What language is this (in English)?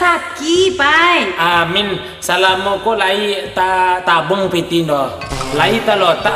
Minangkabau